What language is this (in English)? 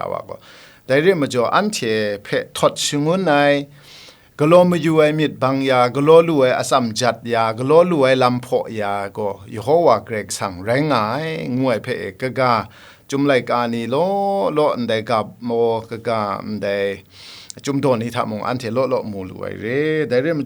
Kachin